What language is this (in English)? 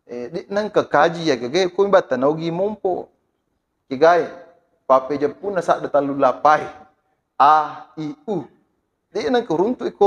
Buginese